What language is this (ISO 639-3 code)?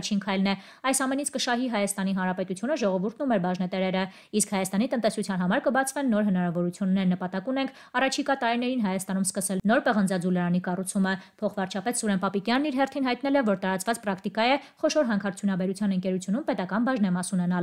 hye